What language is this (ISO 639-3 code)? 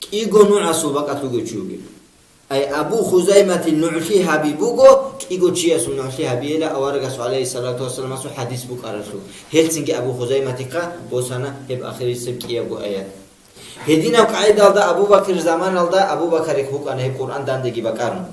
ava